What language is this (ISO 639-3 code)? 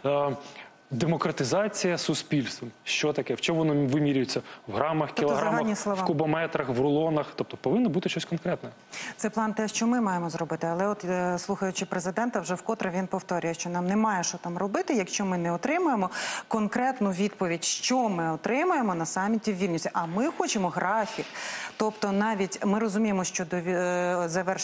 ukr